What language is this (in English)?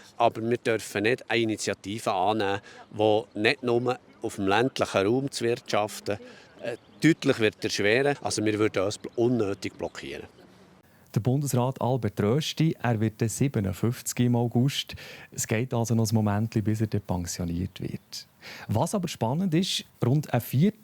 Swiss German